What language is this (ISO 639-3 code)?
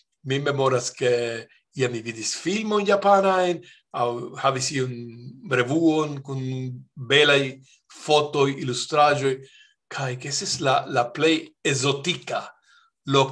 epo